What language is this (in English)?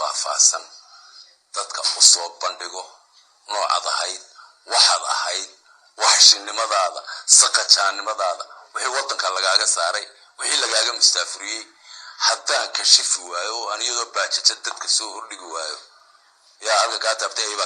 Somali